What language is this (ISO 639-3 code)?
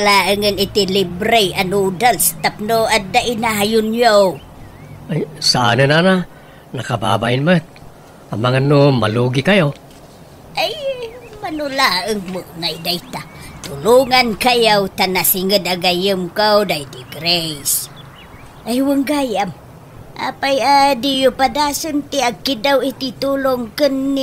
ilo